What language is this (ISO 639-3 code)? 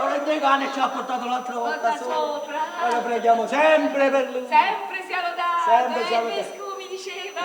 nap